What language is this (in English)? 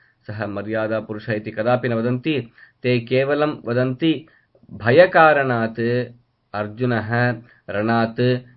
Sanskrit